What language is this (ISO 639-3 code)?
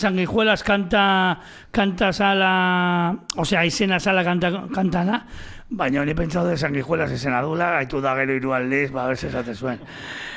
eus